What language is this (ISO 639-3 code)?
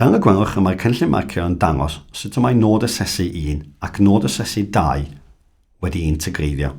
cym